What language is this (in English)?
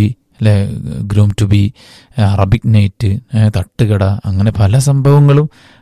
Malayalam